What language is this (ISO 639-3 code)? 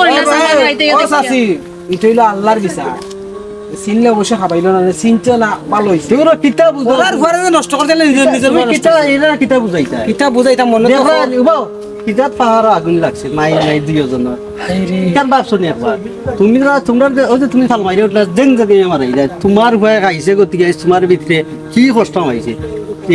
syl